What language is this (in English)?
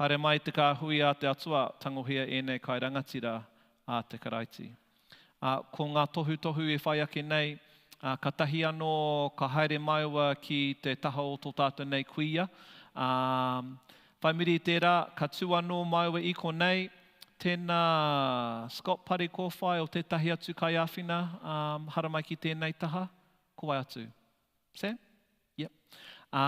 Māori